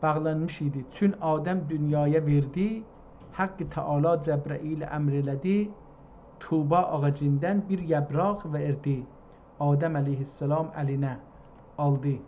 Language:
South Azerbaijani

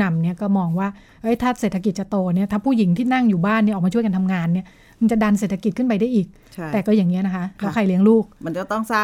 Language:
Thai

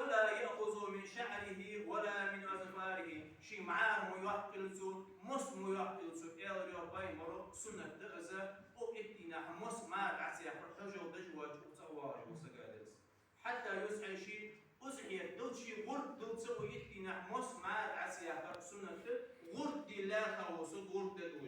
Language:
Ingush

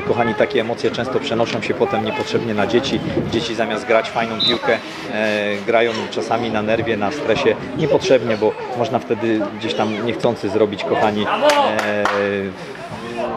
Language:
Polish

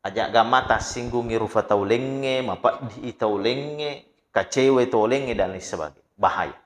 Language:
Buginese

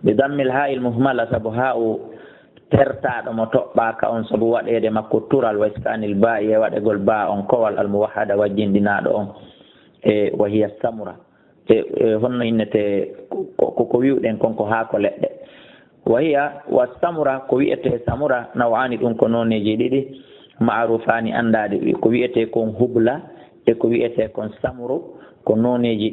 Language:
Fula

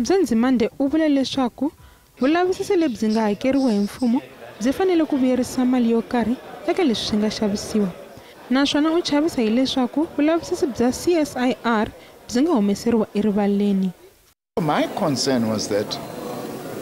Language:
Tsonga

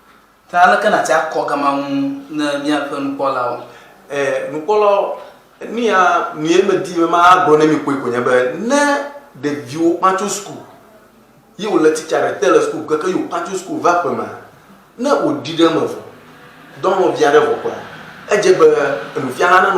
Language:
Ewe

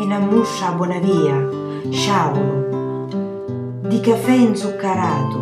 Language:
Sicilian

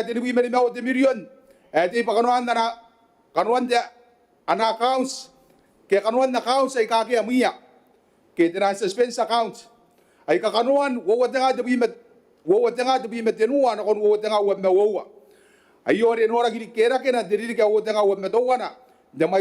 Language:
Gilbertese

